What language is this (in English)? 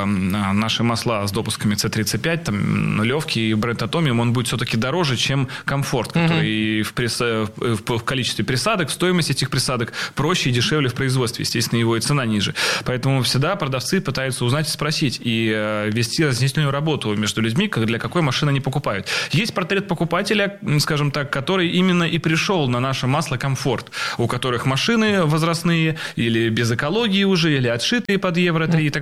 Russian